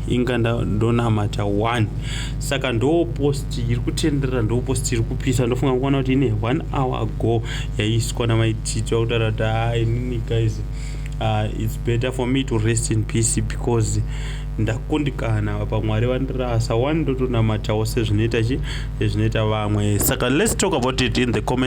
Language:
Shona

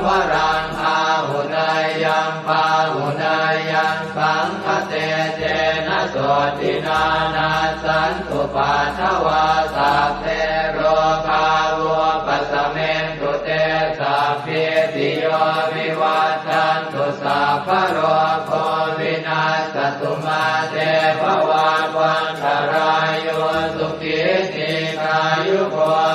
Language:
Pali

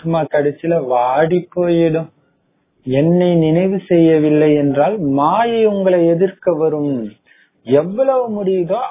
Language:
Tamil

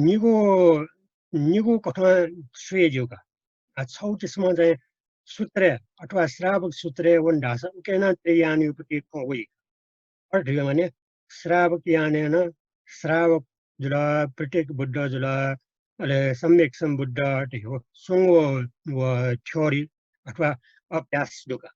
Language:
Newari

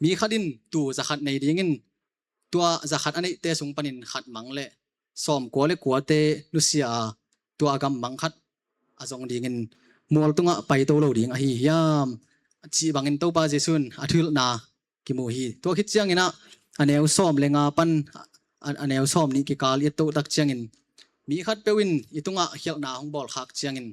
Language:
Tedim Chin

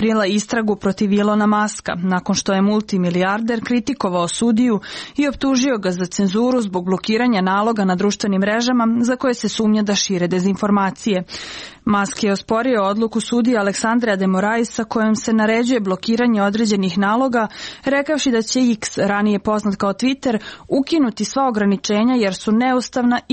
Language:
Serbian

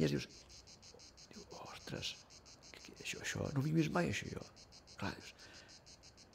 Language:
Catalan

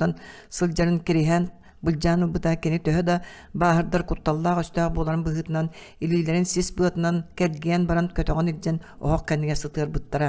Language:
Yakut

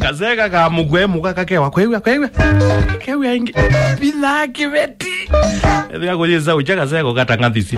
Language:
Kamba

